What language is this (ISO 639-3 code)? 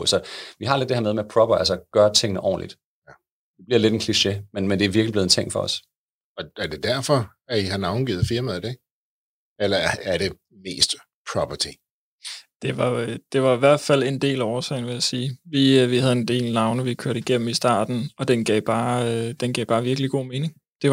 dan